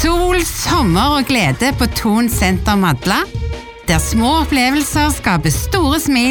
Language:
Norwegian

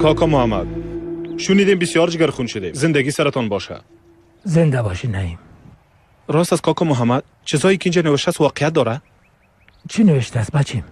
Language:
Persian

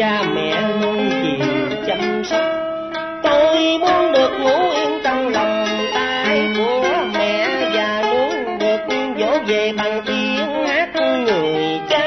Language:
Vietnamese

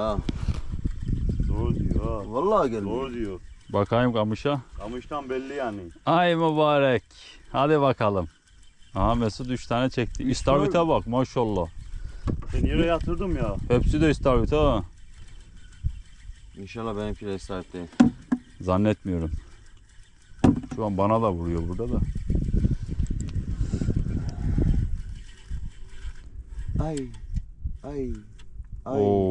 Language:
Turkish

